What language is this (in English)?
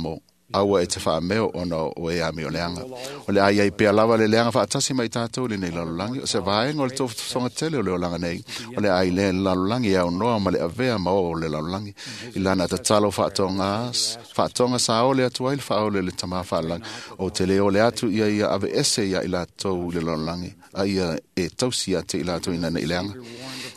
Samoan